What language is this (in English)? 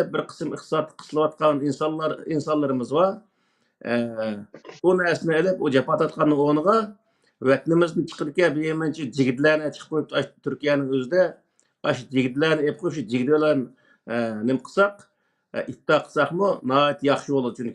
Uyghur